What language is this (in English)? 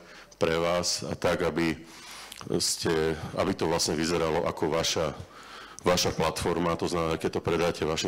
Slovak